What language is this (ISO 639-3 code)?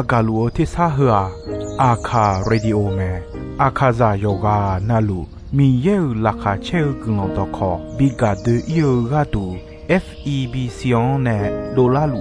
ahk